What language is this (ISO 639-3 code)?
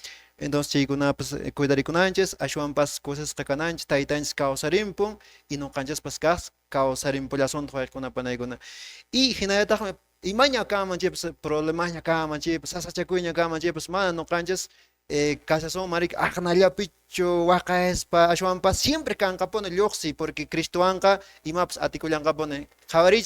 que